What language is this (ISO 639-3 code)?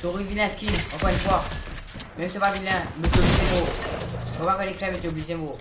mfe